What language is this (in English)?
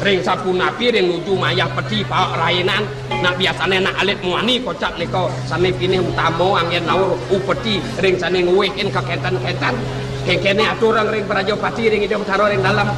Balinese